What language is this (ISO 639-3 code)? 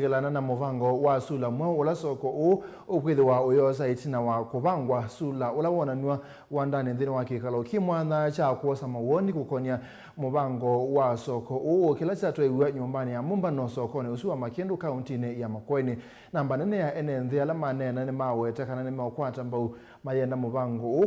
kam